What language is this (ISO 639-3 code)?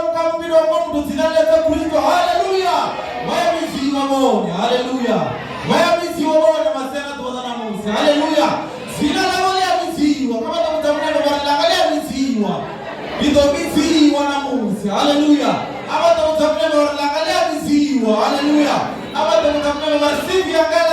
ven